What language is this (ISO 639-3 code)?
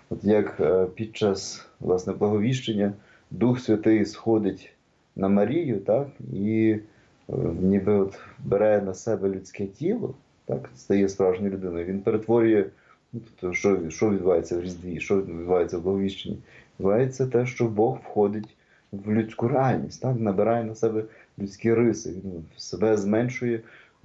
ukr